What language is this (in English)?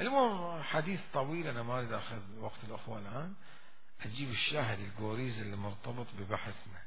Mesopotamian Arabic